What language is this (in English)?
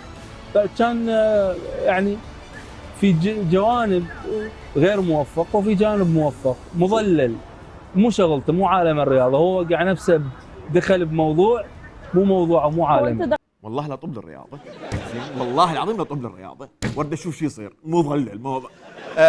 Mesopotamian Arabic